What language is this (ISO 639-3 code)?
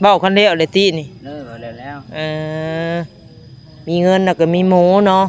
tts